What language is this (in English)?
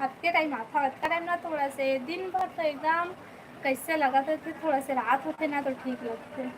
Chhattisgarhi